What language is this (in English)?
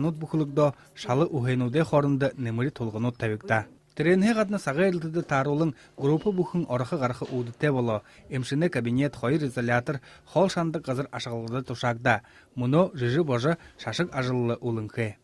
Buriat